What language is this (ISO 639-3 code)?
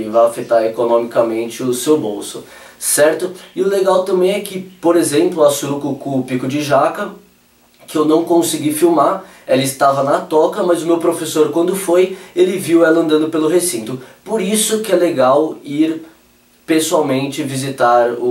por